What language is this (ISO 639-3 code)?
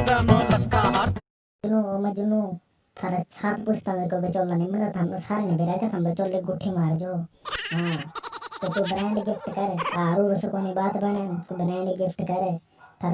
bgc